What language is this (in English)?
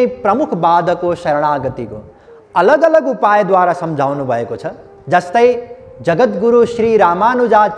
Nepali